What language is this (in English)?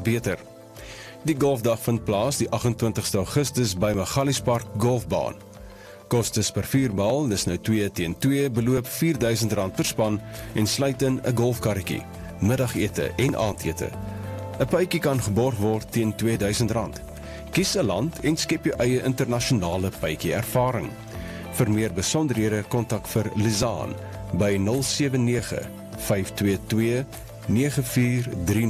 Afrikaans